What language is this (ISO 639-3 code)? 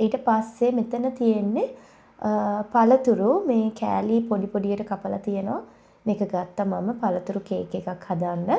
sin